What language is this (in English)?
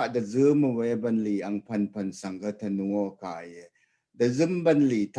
Rawang